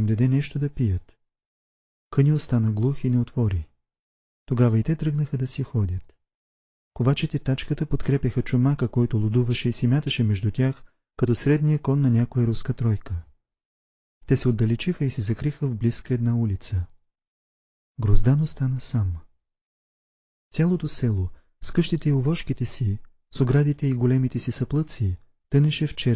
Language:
Bulgarian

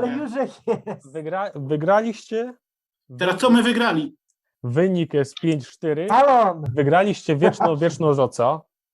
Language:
Silesian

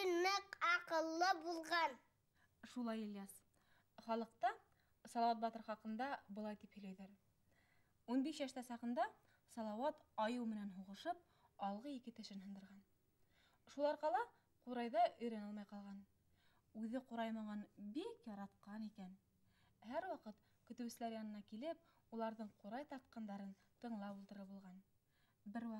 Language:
Bashkir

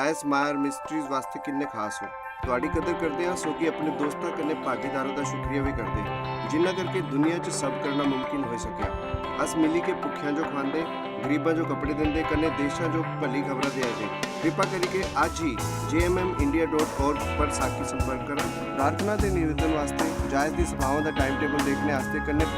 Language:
Dogri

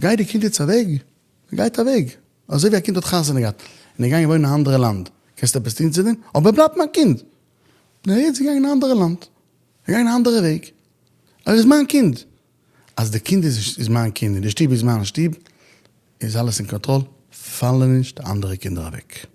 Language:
Yiddish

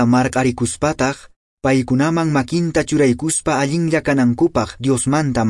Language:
Quechua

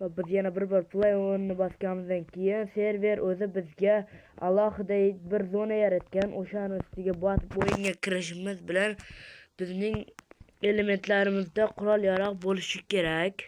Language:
Uzbek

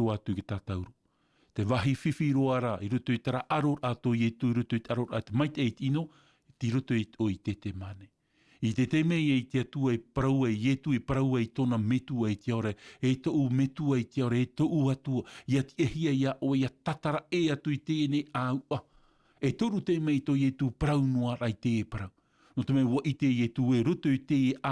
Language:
Tahitian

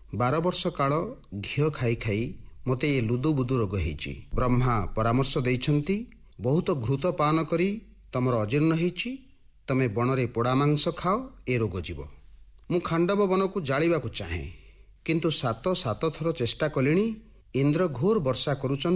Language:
Odia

